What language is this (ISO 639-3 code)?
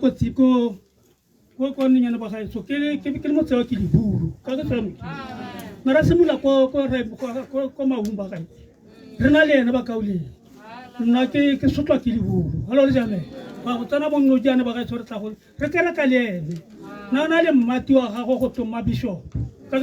tsn